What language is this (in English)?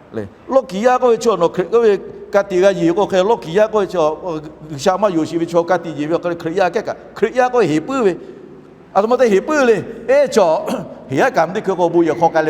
Lahu